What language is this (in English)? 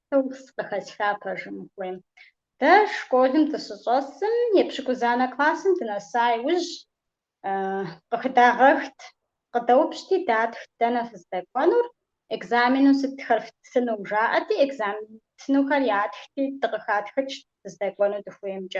Kabardian